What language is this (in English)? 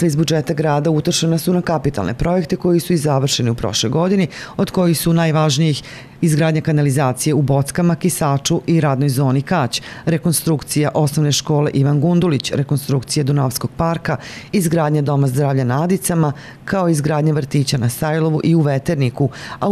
Serbian